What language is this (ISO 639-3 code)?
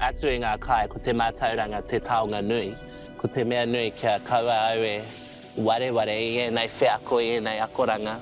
mri